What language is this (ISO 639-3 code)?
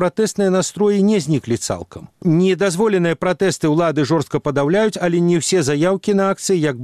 bel